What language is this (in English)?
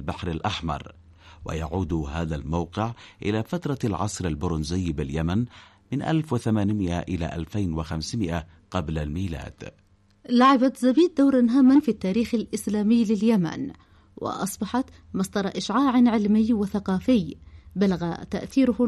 Arabic